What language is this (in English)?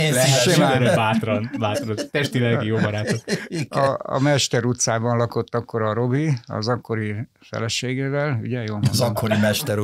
Hungarian